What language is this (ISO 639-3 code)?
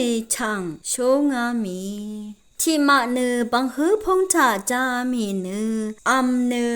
raw